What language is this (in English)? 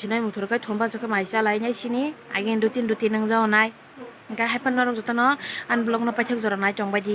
Kok Borok